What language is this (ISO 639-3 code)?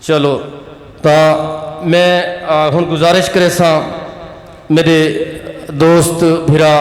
skr